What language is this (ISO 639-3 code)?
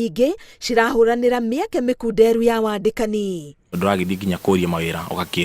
kik